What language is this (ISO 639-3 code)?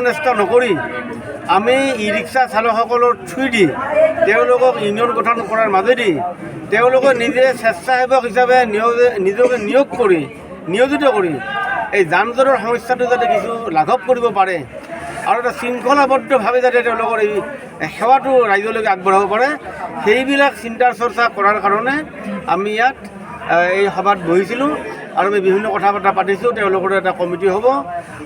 asm